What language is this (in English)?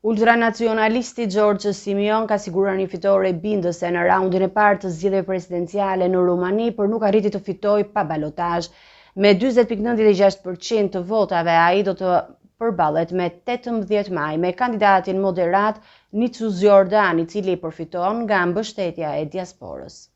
Albanian